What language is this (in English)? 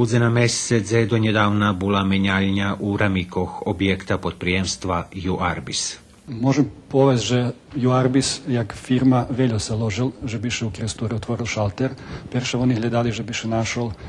Rusyn